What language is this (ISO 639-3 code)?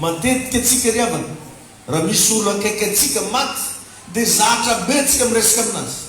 mlg